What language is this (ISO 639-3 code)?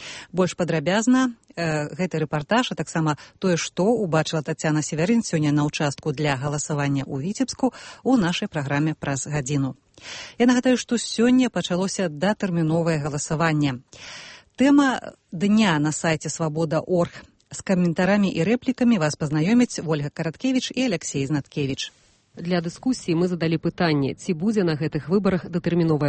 bel